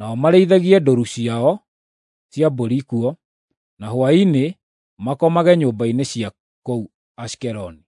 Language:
Kikuyu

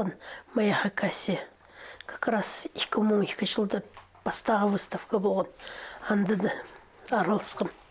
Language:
Khakas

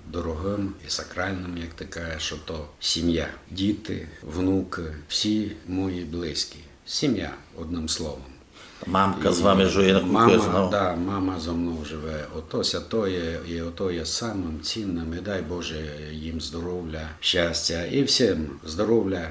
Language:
Rusyn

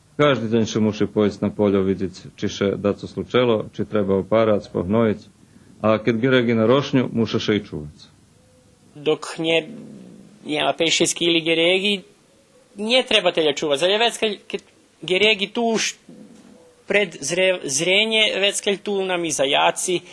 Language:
Rusyn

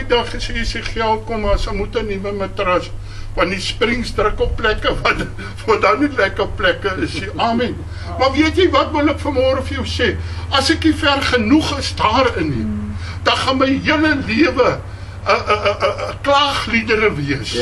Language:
Afrikaans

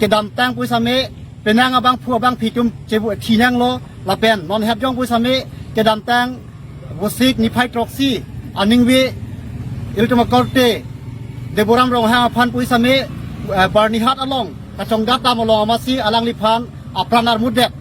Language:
Karbi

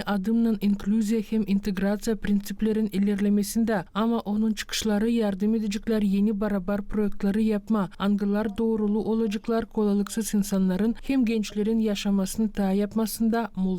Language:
Gagauz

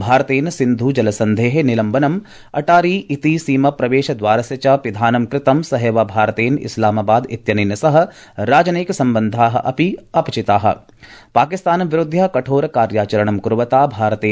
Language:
Sanskrit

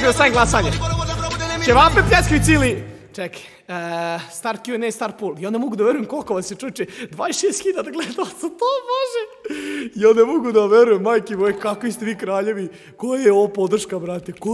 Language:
Serbian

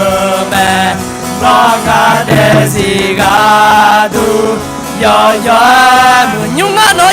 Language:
Akha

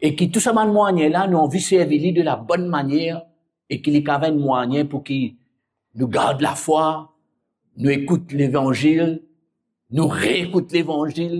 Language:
Morisyen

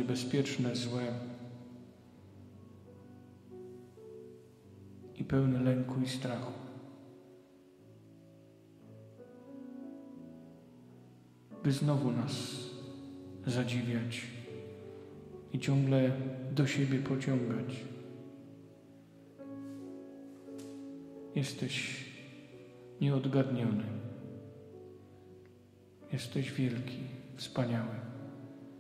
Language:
Polish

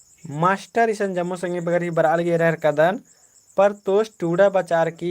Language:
Kurukh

